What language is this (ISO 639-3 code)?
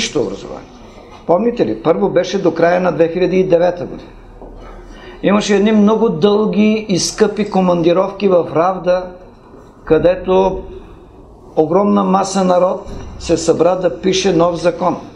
bul